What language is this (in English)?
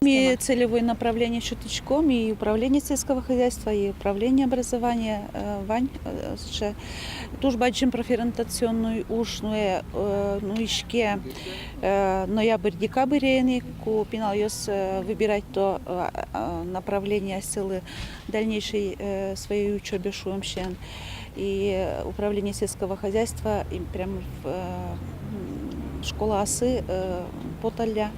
Udmurt